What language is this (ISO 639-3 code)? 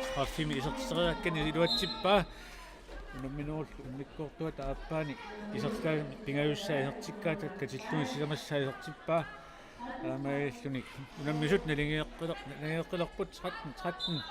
kal